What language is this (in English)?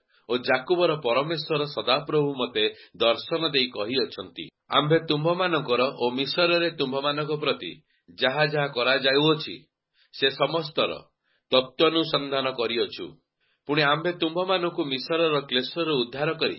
Odia